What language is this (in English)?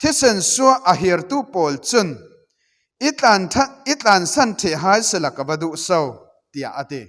Falam Chin